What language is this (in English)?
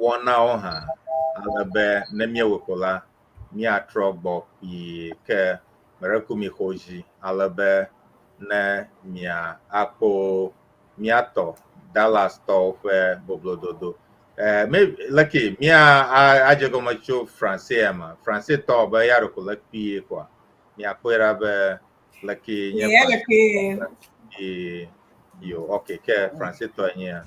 Ewe